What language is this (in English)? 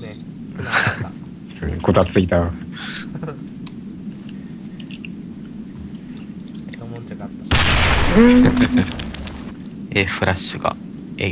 Japanese